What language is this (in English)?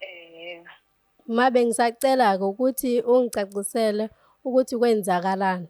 Zulu